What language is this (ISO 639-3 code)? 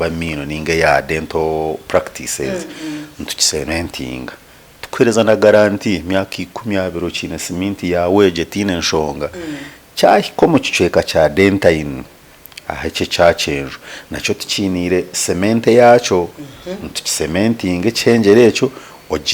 nyn